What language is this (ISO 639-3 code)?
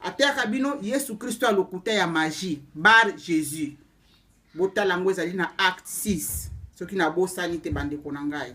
lin